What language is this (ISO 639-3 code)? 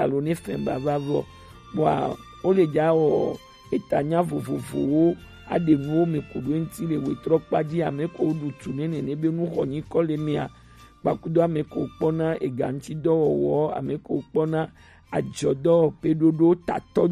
gej